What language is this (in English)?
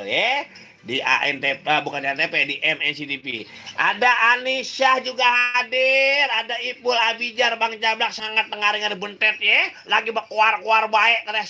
Betawi